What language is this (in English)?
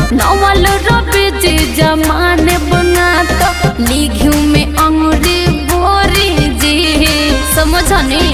Bhojpuri